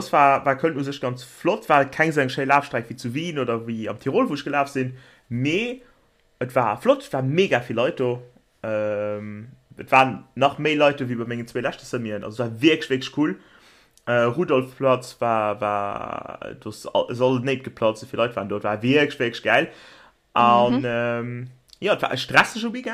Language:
Luxembourgish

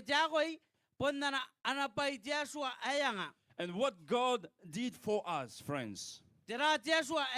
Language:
Gilbertese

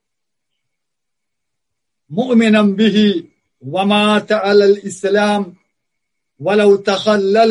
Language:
Malayalam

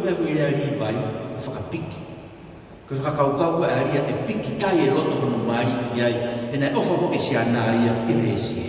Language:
Tongan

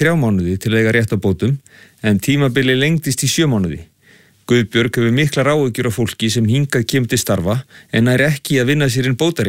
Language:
Icelandic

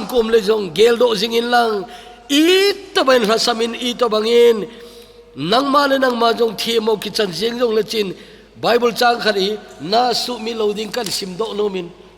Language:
Thado Chin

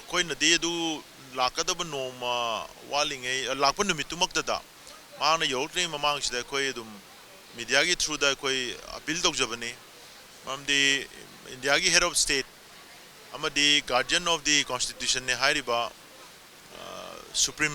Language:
Manipuri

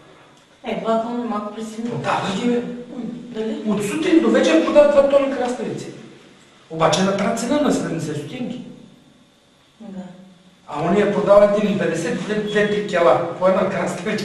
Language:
Bulgarian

